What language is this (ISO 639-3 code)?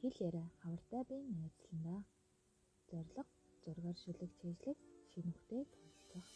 mon